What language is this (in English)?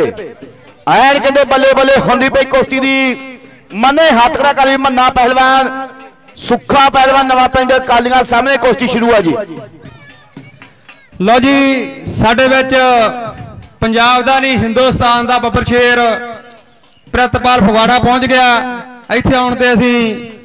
Punjabi